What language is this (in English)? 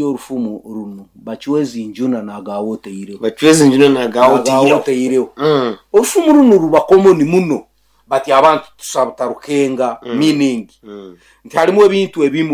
Nyoro